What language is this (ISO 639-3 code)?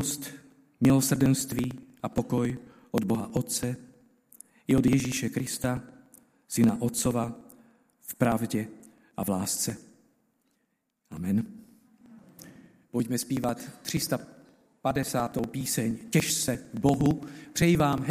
ces